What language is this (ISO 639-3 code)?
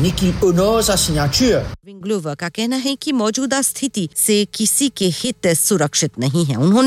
hin